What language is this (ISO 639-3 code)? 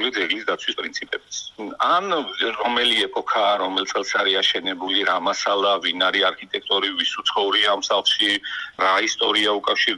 kat